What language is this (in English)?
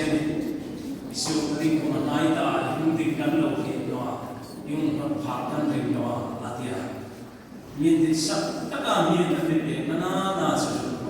Hmar